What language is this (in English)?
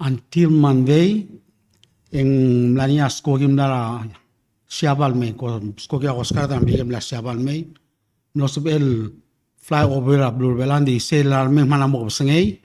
Palauan